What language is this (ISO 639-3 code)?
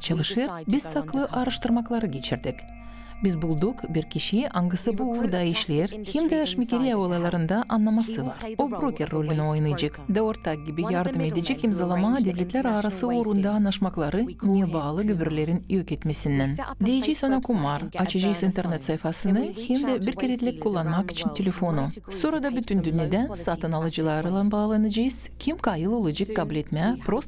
gag